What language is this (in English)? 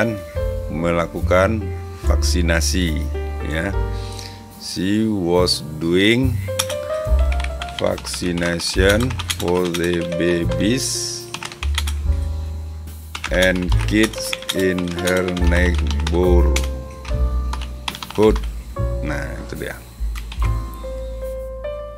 Indonesian